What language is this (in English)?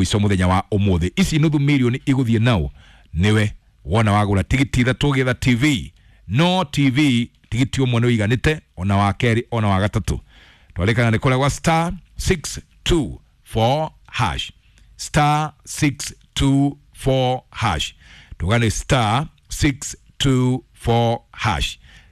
Kikuyu